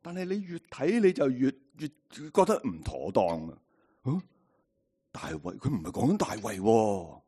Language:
Cantonese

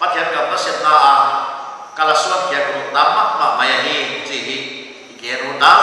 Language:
Paite Chin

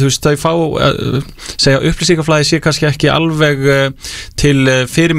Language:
Icelandic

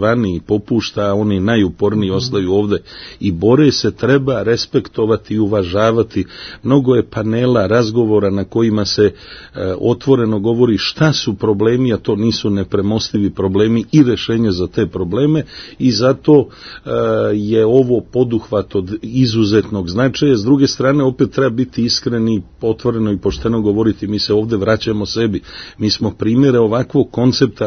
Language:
Serbian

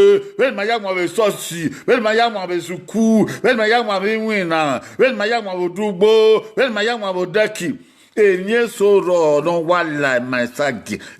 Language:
Bini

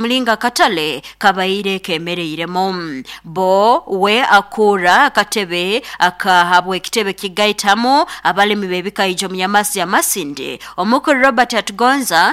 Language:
Nyoro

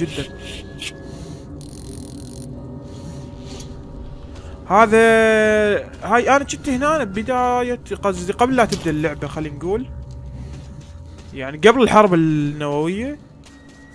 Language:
Mesopotamian Arabic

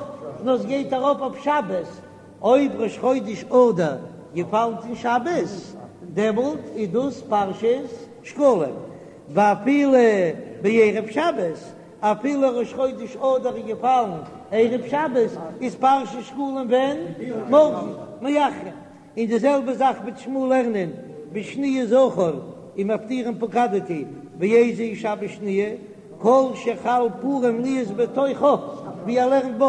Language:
Yiddish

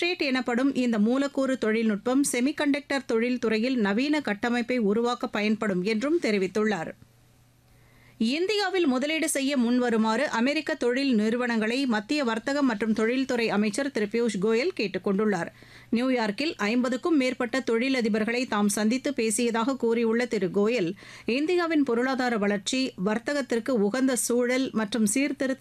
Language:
Tamil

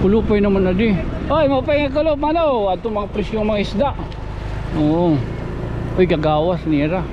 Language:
Waray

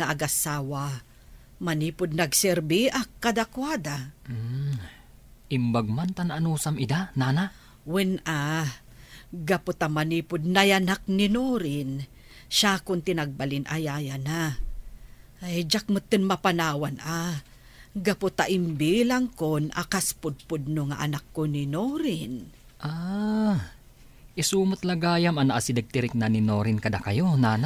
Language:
Iloko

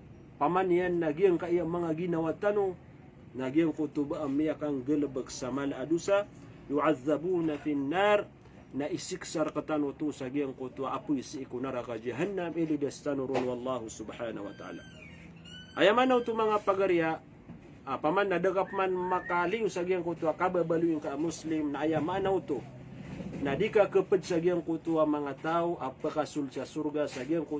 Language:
Maranao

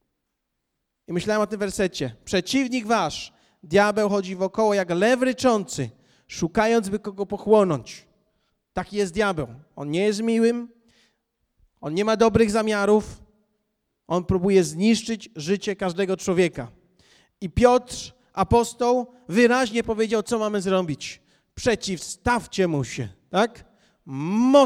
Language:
Polish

